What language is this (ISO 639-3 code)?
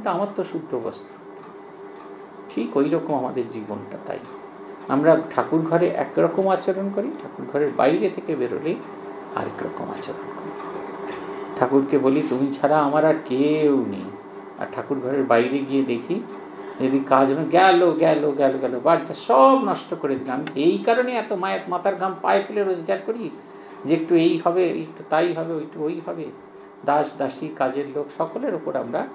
ben